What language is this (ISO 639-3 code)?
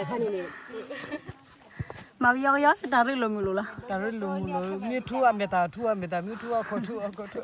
ksw